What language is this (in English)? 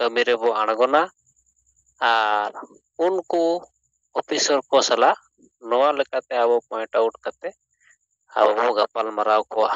Santali